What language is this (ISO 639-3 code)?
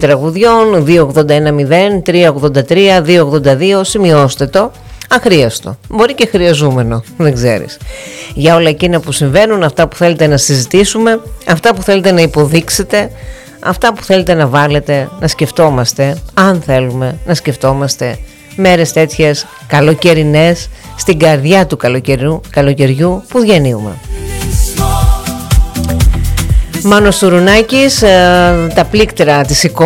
ell